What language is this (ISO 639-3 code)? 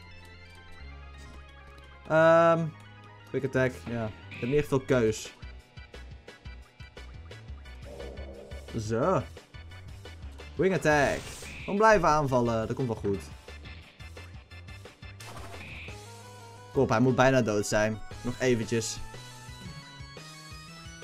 nld